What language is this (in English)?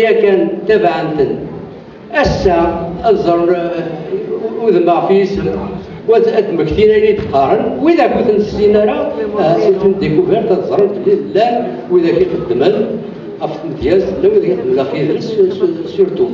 Kabyle